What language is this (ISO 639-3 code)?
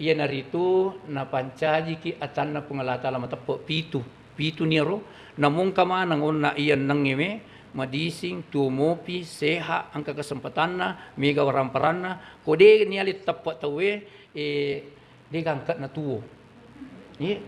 bug